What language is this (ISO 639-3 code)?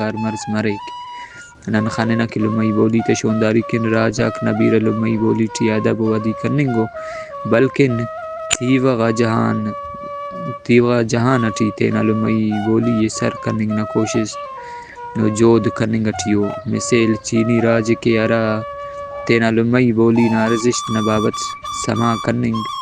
brh